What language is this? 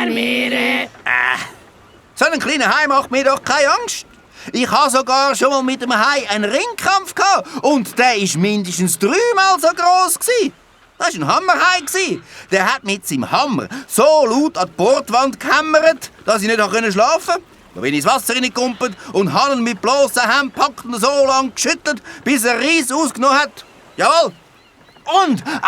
Swiss German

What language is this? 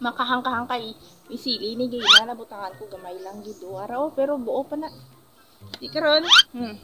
Hiligaynon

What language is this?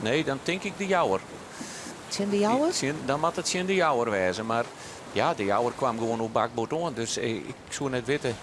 Western Frisian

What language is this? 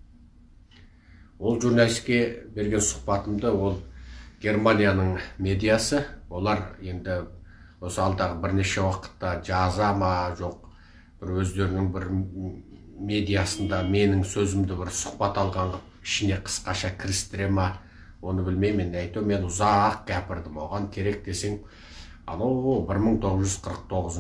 Kazakh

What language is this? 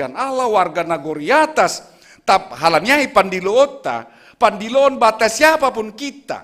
Batak Simalungun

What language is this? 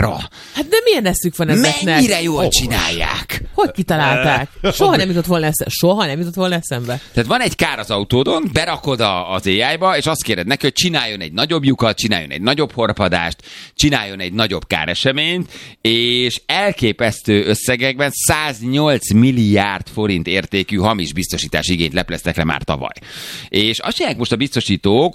Hungarian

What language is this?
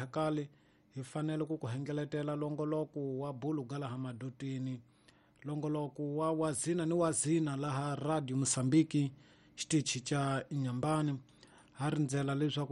Tsonga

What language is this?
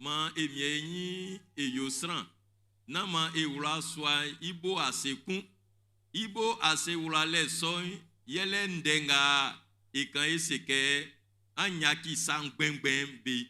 Baoulé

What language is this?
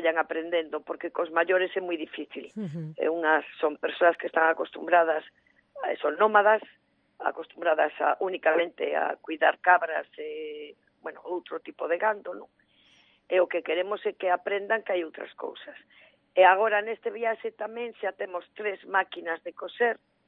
Galician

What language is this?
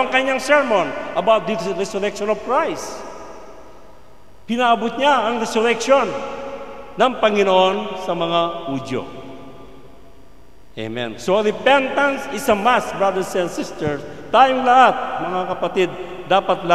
Filipino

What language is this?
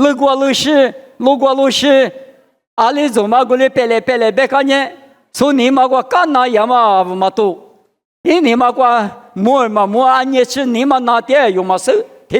Lisu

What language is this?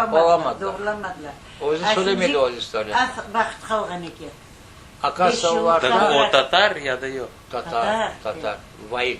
Crimean Tatar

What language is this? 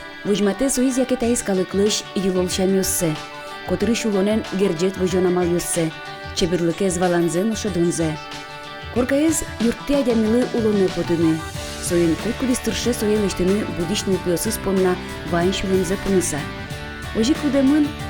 Udmurt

